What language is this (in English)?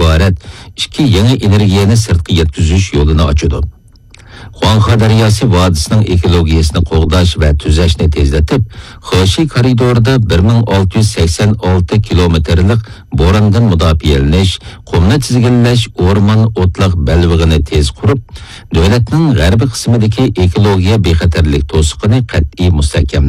Uyghur